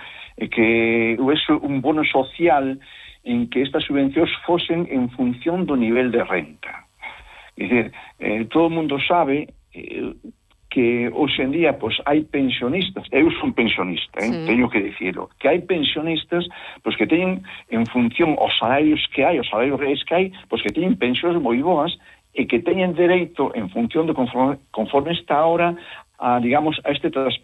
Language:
Galician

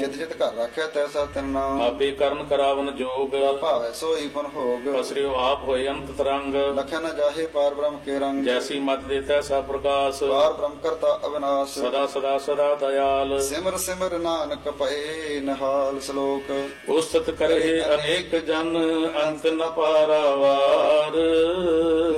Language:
Punjabi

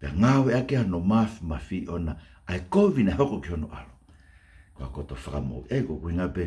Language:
Tongan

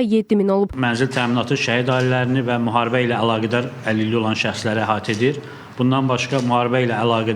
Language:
Azerbaijani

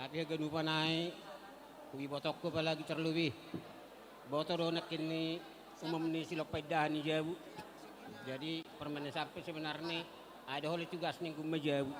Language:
Batak Simalungun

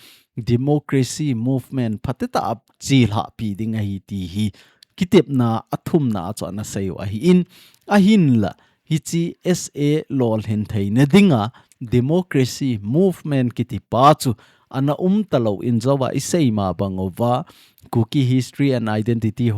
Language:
Thado Chin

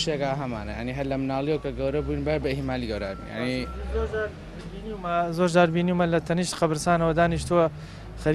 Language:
Central Kurdish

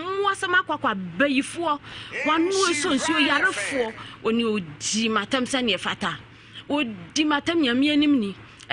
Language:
Akan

